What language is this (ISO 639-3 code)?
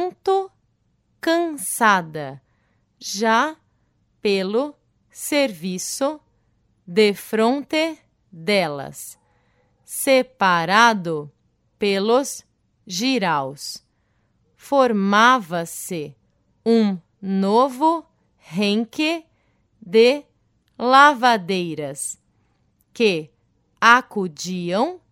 por